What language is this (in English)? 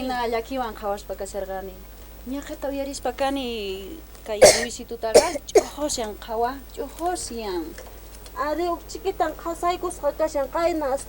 South Bolivian Quechua